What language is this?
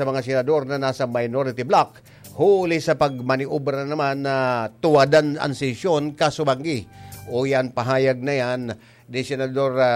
Bikol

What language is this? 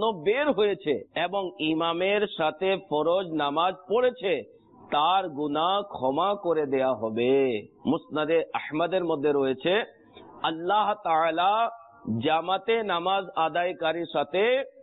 Bangla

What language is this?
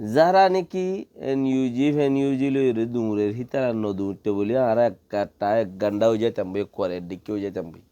Rohingya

